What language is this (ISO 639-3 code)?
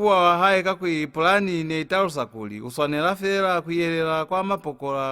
loz